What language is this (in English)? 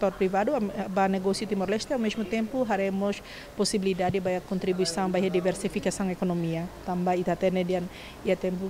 Tetum